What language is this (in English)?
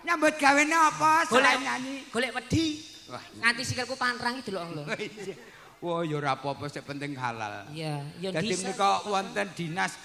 Javanese